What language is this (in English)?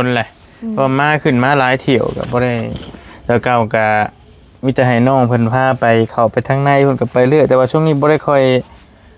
Northeastern Thai